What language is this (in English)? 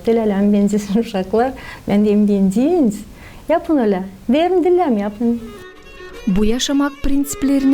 Gagauz